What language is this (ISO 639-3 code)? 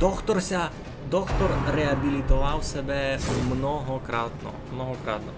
rue